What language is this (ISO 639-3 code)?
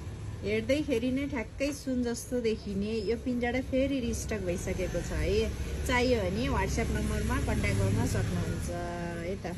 nep